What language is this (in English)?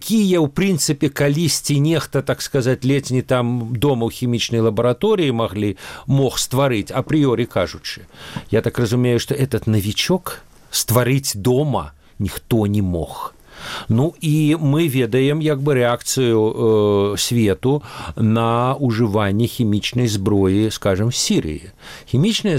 Belarusian